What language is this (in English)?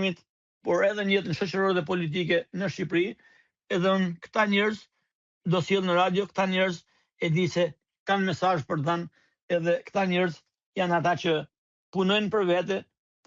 Albanian